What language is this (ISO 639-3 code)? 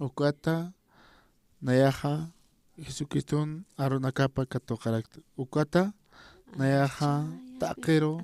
aym